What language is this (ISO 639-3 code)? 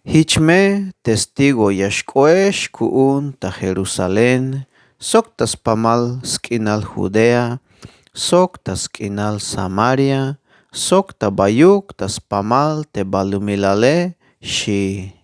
tzh